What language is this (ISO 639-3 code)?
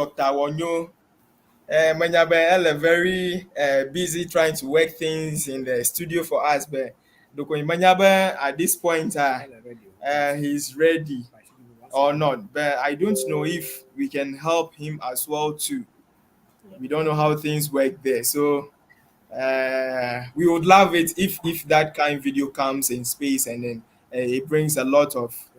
ewe